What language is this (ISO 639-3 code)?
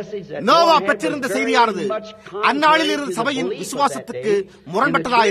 tam